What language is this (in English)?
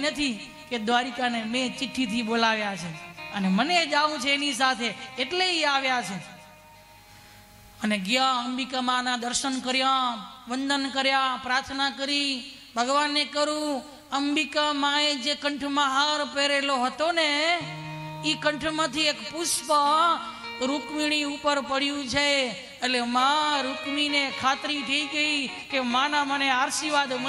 Gujarati